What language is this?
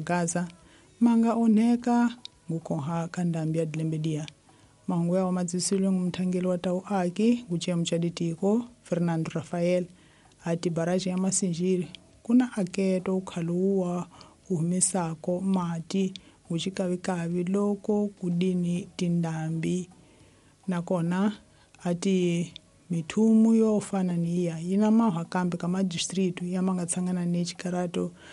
Tsonga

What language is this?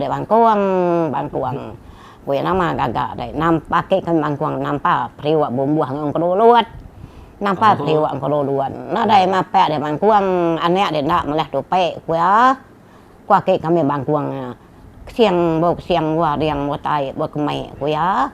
Iban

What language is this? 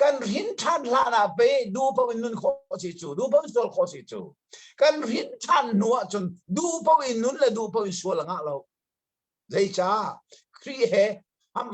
Hakha Chin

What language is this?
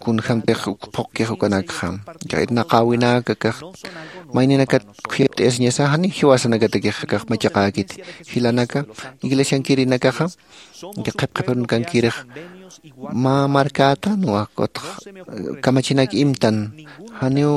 Aymara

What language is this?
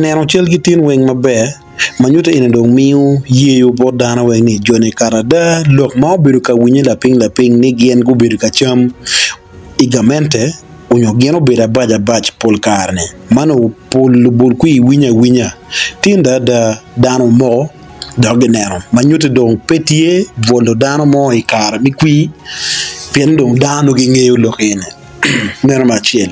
Acoli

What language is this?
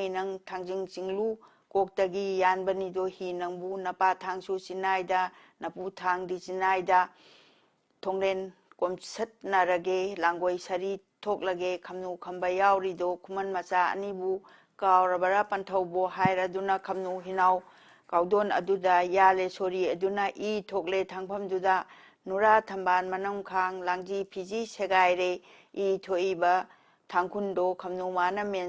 Manipuri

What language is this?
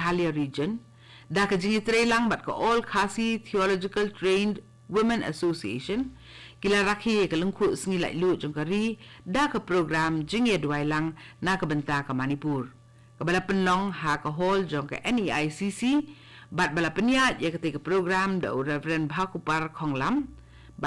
Khasi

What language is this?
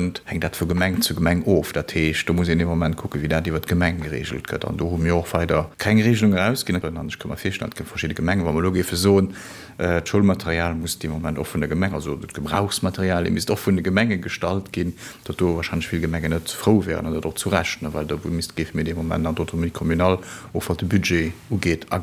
Luxembourgish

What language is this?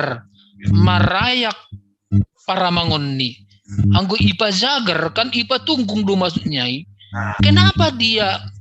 Batak Simalungun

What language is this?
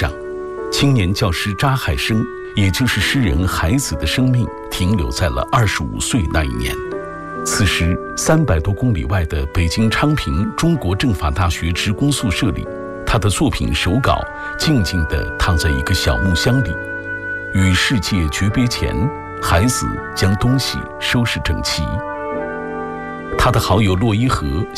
Chinese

